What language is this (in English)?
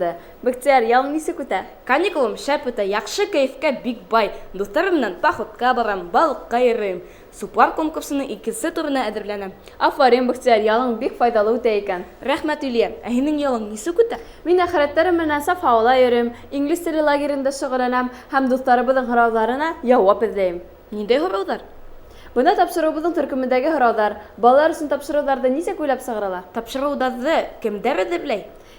Bashkir